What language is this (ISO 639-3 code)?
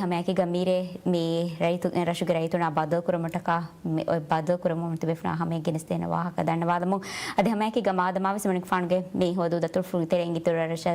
div